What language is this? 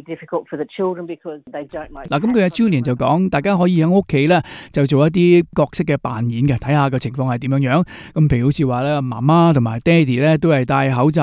Cantonese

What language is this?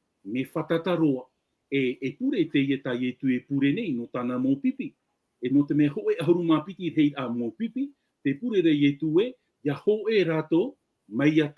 Tahitian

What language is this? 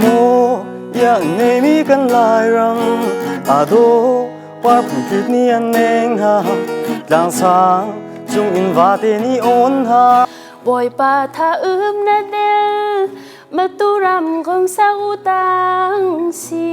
Hakha Chin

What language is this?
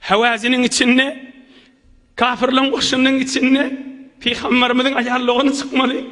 Turkmen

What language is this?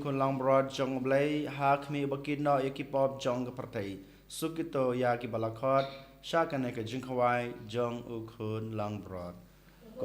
Khasi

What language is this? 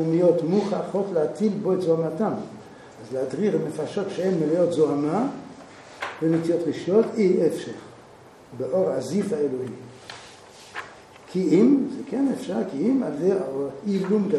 Hebrew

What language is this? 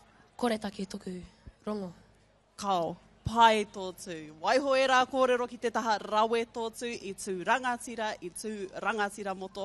Māori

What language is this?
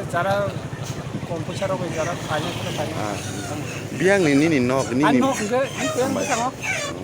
Kok Borok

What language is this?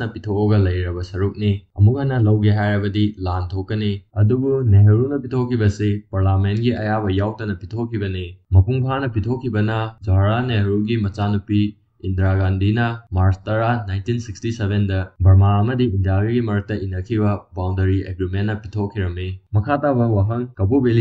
Manipuri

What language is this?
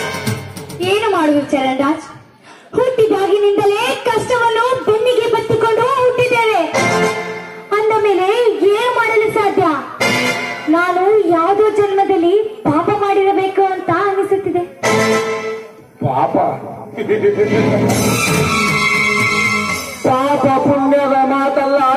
Kannada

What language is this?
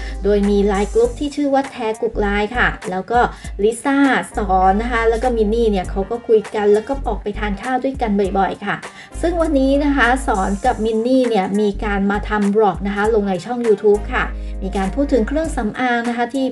Thai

